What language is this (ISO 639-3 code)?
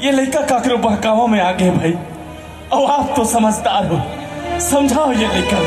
hne